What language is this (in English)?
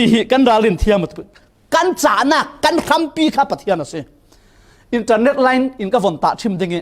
Falam Chin